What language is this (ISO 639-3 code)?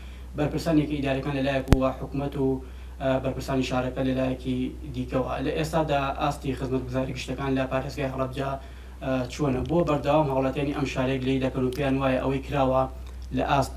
ckb